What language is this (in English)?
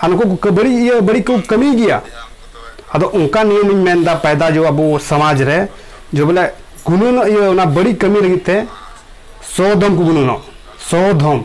Santali